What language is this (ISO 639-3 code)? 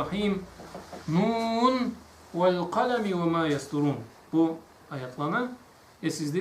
krc